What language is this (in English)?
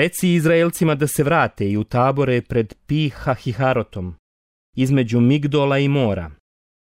Bosnian